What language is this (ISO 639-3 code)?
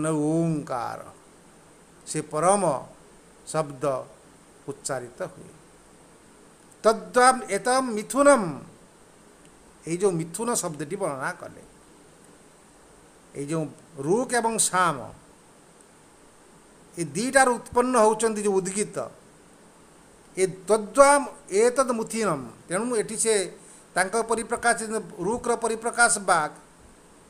ori